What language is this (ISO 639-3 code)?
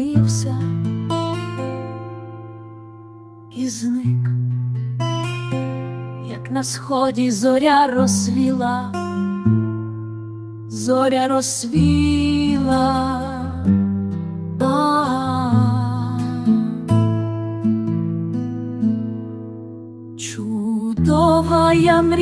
ukr